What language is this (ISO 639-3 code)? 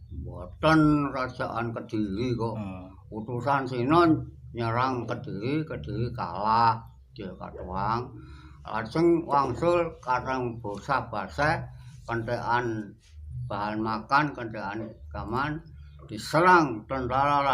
jav